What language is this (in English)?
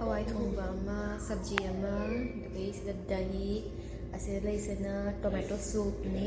Manipuri